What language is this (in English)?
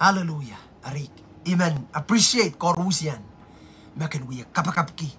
Pohnpeian